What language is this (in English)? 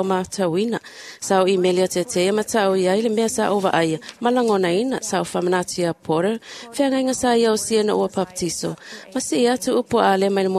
Samoan